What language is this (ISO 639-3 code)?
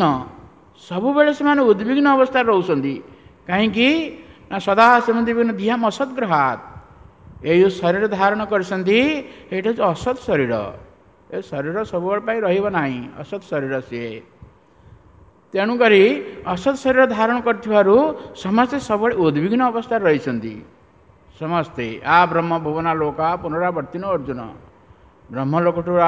ori